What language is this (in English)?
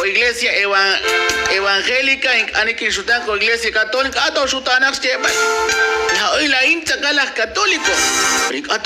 Kekchí